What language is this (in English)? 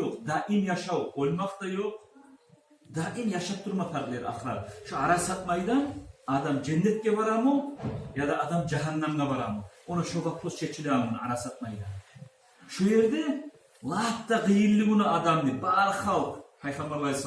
Kumyk